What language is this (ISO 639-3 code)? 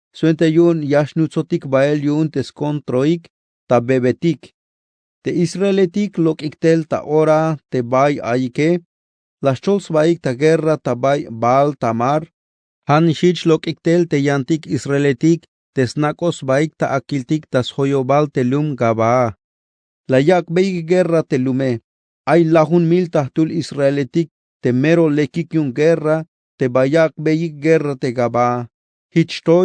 tzh